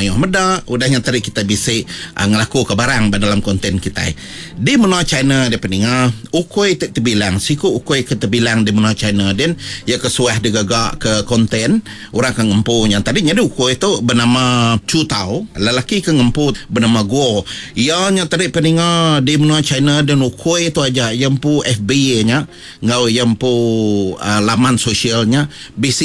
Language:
Iban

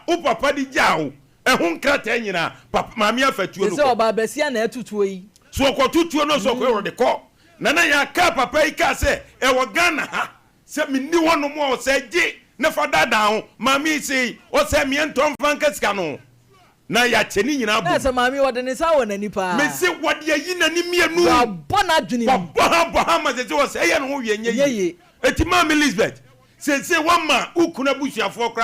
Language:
Akan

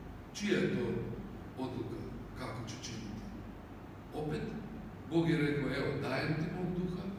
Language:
Croatian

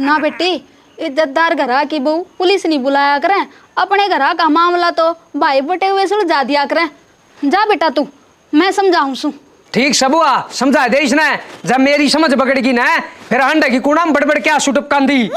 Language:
Haryanvi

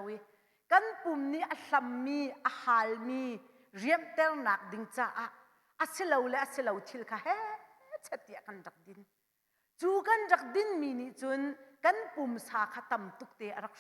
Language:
Hakha Chin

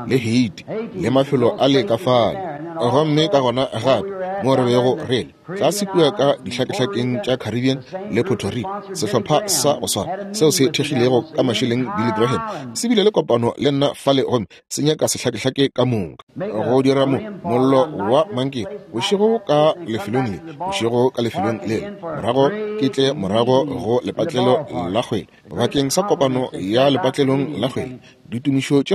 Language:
Northern Sotho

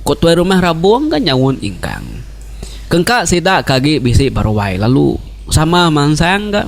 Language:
Iban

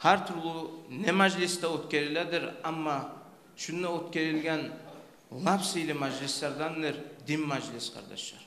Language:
Kumyk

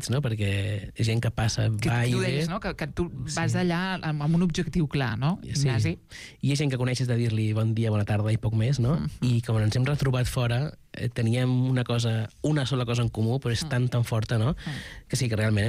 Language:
Catalan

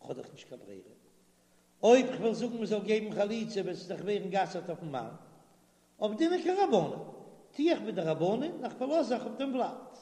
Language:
Yiddish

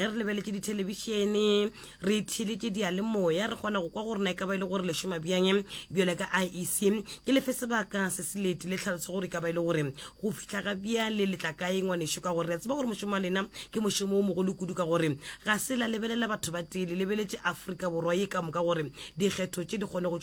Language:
Northern Sotho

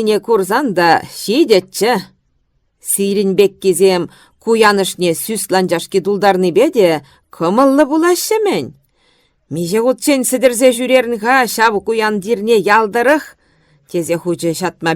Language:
Chuvash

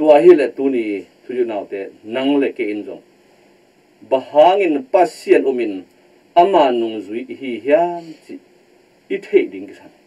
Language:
Tedim Chin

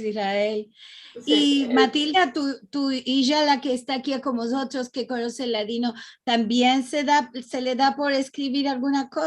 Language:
Ladino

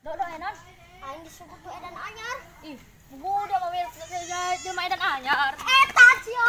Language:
Sundanese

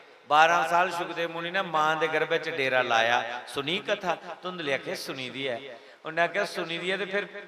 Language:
Dogri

